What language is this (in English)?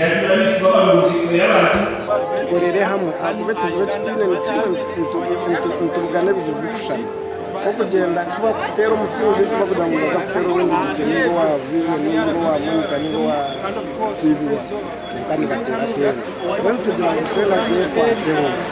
Nyankole